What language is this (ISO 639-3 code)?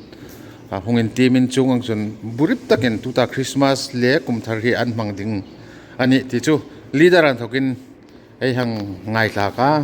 hmr